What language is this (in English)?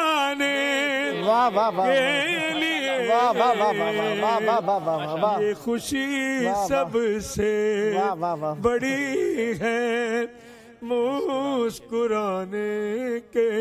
Urdu